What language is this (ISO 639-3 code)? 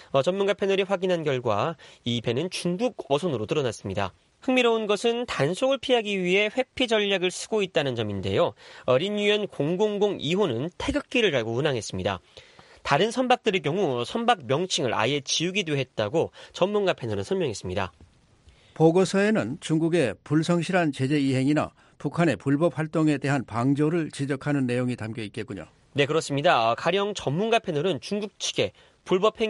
kor